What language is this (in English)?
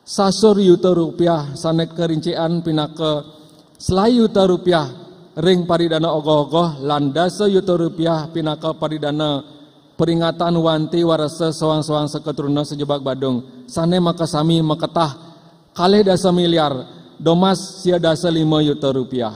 Balinese